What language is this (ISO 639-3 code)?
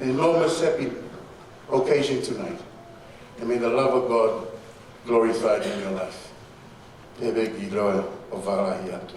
ton